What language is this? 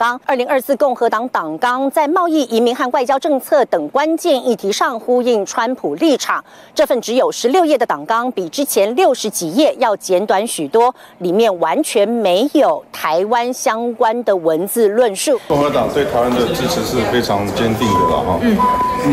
Chinese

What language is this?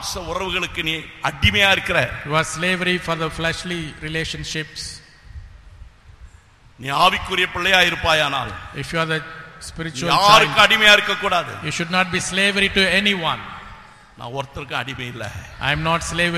Tamil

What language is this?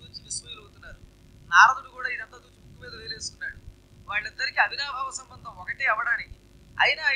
Telugu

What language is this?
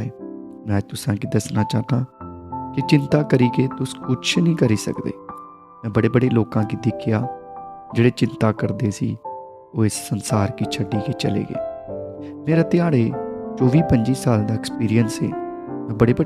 Dogri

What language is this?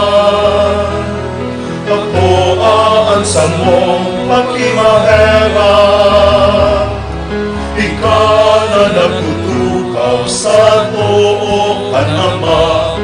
Bikol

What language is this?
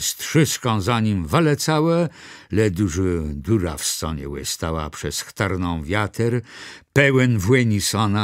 Kashubian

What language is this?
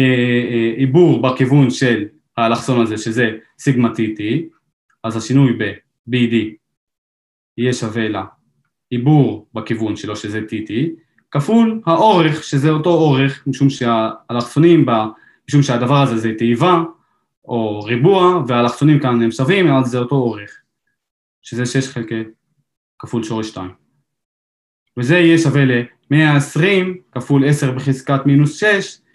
Hebrew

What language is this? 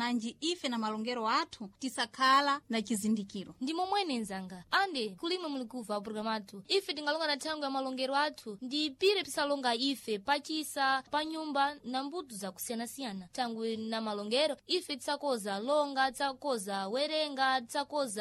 Sena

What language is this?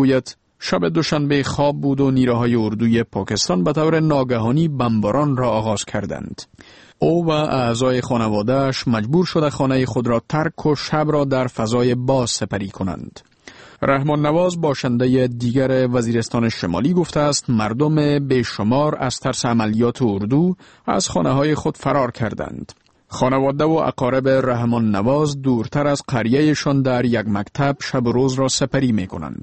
Persian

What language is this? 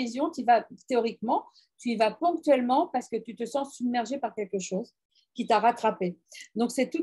French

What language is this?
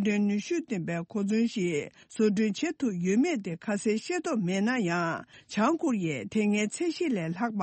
Tibetan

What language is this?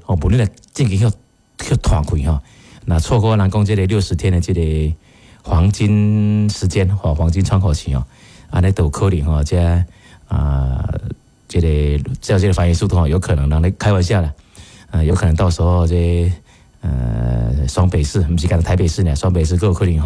Min Nan Chinese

